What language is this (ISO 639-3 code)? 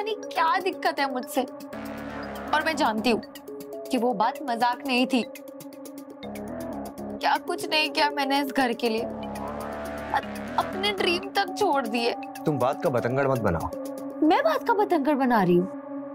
hin